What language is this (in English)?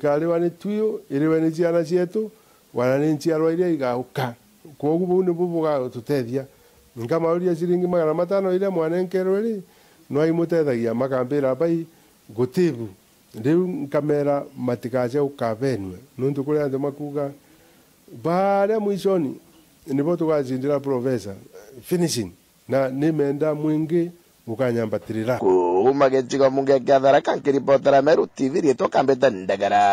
Meru